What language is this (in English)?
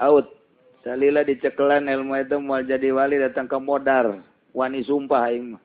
Sundanese